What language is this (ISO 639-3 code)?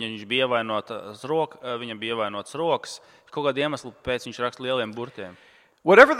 lav